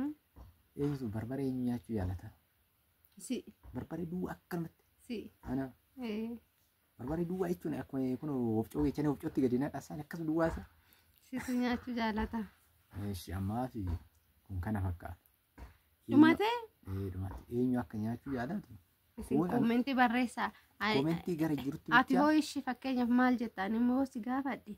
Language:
Oromo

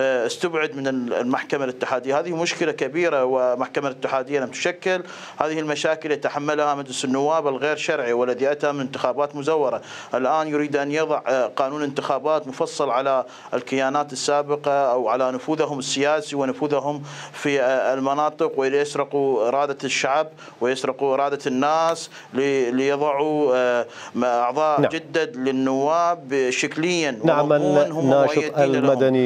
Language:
Mesopotamian Arabic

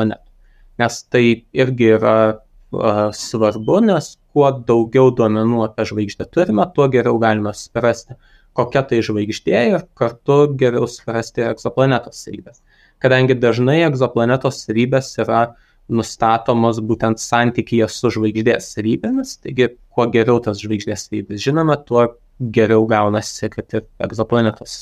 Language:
Lithuanian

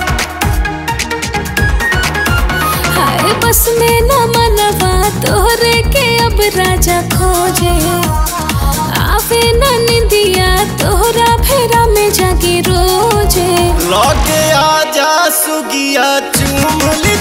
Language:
Bhojpuri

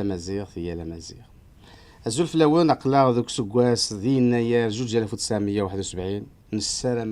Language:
Kabyle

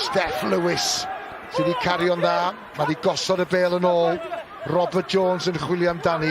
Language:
Welsh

